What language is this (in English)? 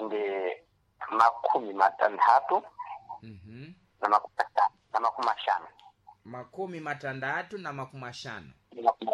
Sena